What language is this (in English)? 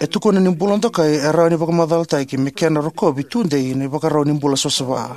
Fijian